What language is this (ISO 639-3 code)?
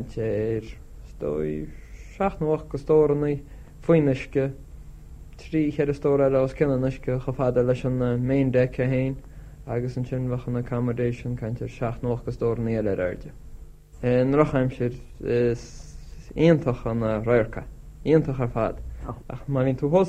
gle